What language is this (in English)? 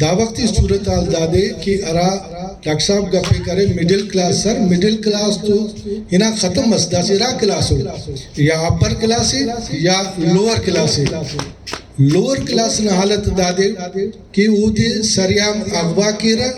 Brahui